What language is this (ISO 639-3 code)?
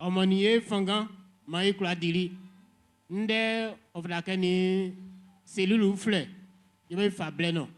bci